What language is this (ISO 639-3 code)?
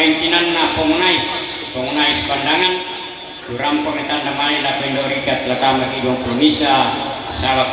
sda